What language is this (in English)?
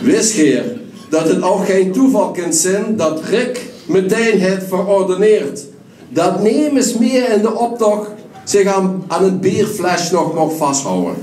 Limburgish